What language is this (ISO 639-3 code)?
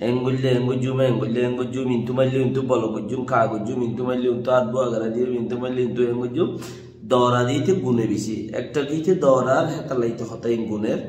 rhg